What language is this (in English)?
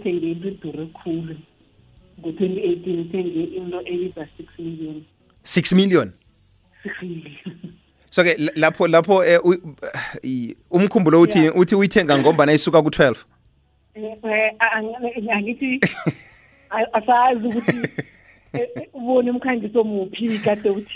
South Ndebele